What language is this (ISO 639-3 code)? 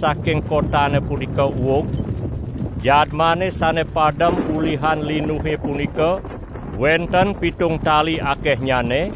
ban